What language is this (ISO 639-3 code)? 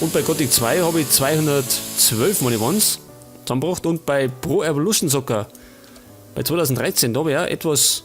bar